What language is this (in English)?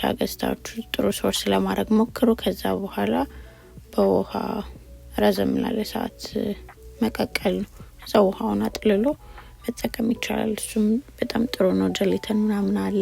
Amharic